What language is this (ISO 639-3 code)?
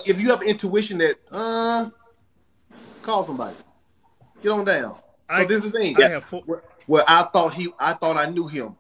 eng